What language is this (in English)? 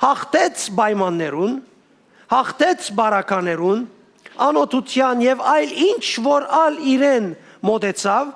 Western Armenian